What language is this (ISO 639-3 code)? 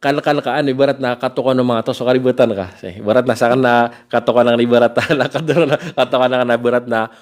mrw